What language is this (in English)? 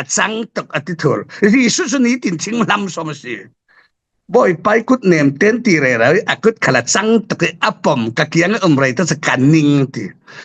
Falam Chin